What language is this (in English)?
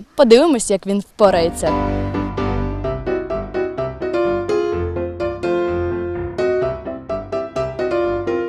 Ukrainian